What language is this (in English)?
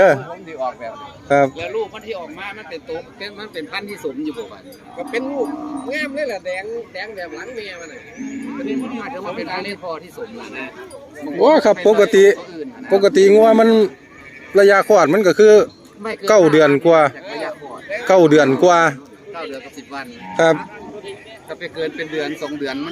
Northeastern Thai